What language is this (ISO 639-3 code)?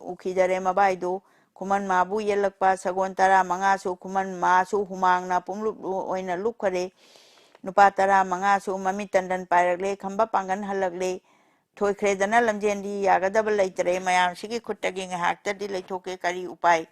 mni